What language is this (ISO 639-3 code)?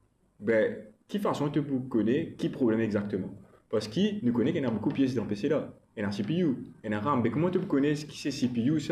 mfe